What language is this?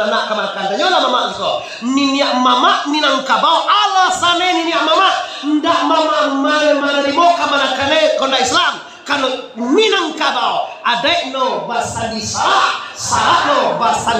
Minangkabau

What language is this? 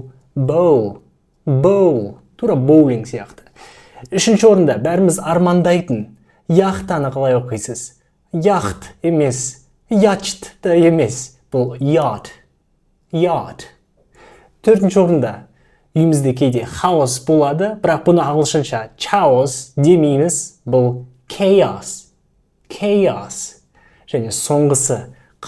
Kazakh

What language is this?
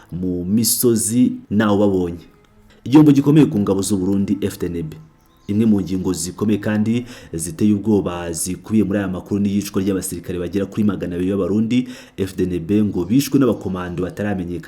Kinyarwanda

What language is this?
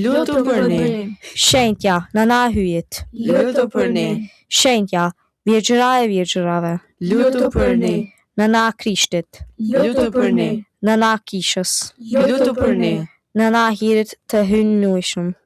Albanian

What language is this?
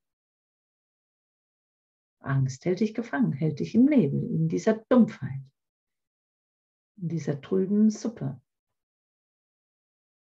German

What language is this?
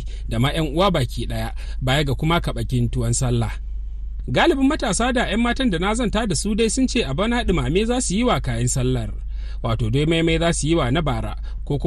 Hausa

